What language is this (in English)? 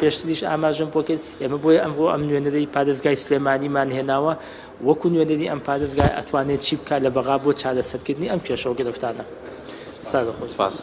Central Kurdish